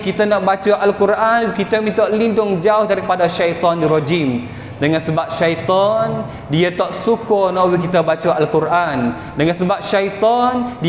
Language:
Malay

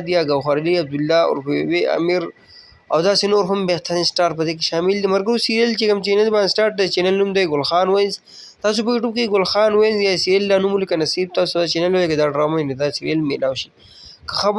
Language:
Pashto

